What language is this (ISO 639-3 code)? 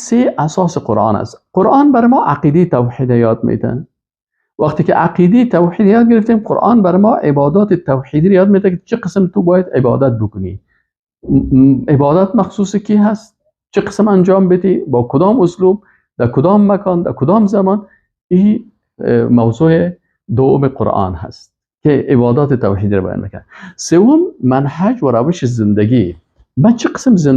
fas